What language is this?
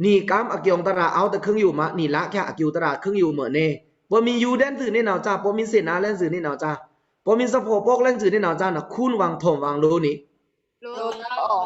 Pa'o Karen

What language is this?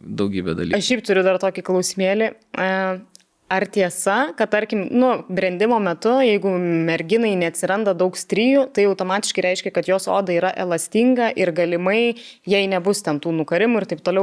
Lithuanian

